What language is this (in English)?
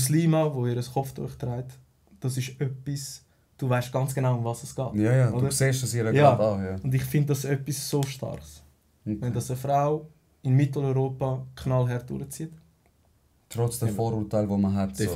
Swiss German